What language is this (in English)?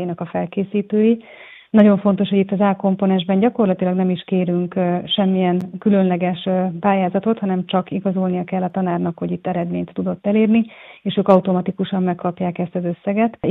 Hungarian